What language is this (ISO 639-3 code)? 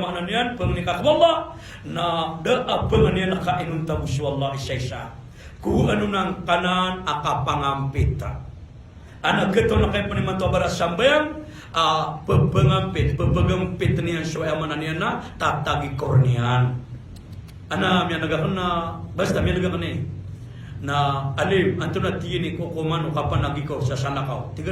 mrw